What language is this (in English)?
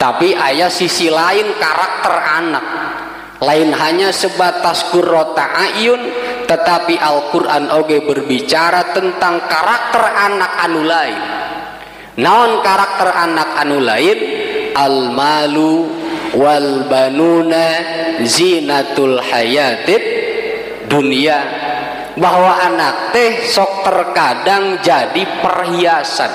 Sundanese